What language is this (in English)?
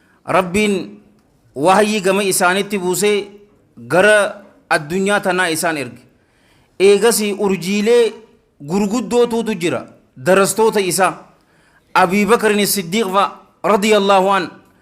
Oromo